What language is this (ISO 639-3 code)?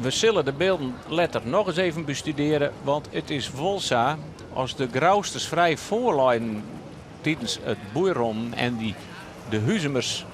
fry